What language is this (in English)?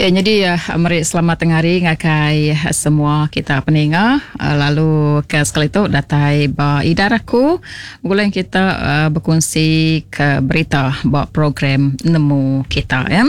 Iban